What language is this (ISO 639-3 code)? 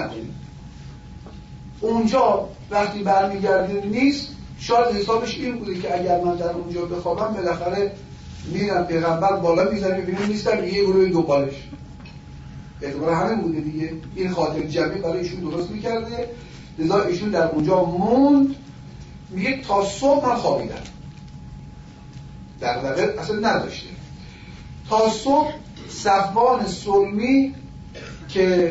fas